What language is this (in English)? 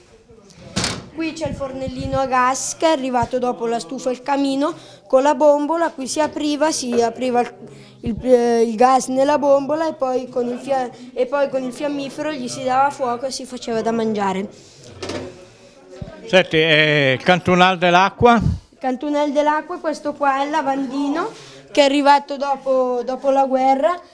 Italian